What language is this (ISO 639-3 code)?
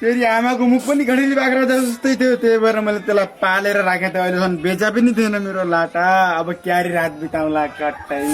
nep